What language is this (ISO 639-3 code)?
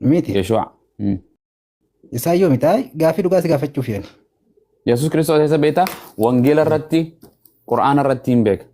orm